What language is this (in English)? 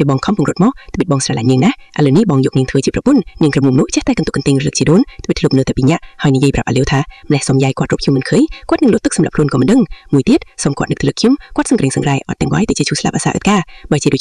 Khmer